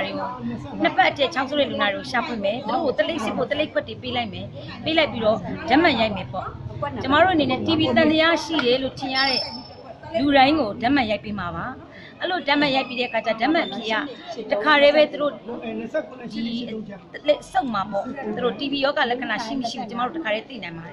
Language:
Burmese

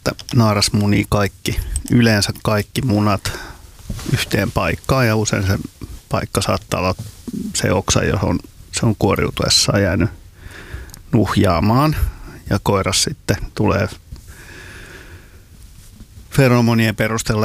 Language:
Finnish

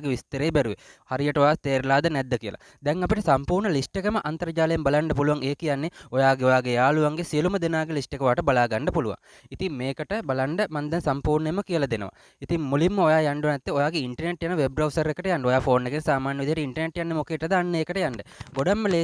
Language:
Sinhala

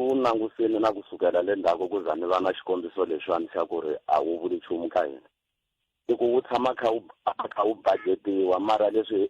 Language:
Tsonga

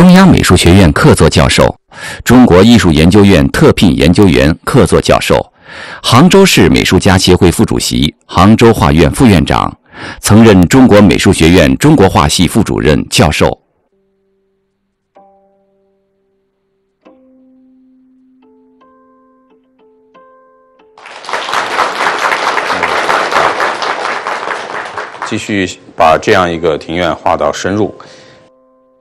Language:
Chinese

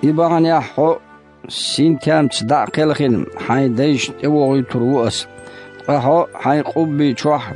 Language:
Chechen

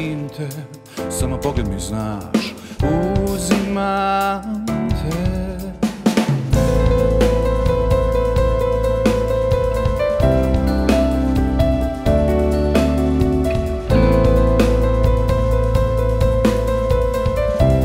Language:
Serbian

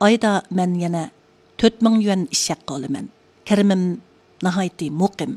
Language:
Uyghur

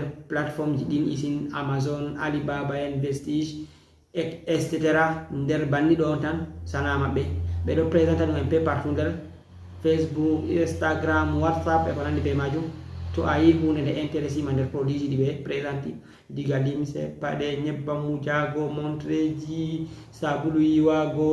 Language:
Fula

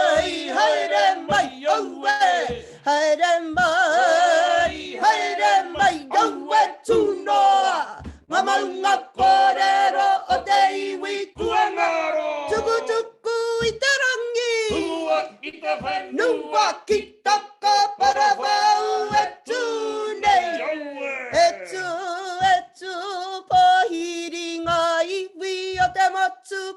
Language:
Māori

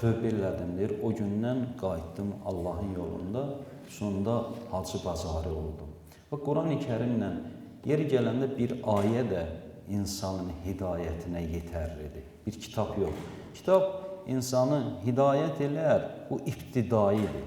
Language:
Azerbaijani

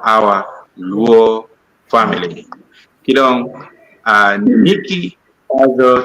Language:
Acoli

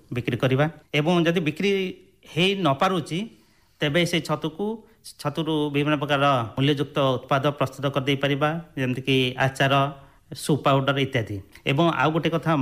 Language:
Odia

